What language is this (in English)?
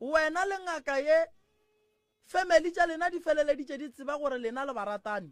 Northern Sotho